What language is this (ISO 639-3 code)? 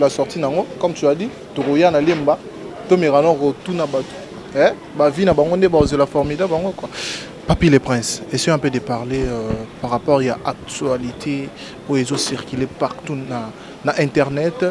lin